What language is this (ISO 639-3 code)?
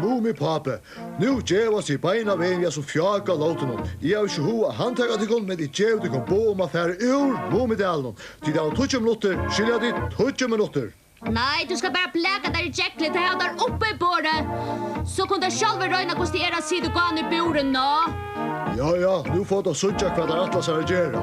fao